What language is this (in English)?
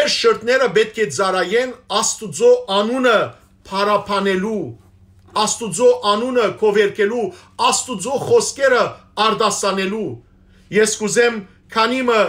Western Armenian